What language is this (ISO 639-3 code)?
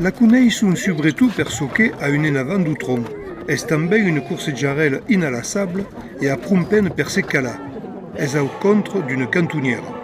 oci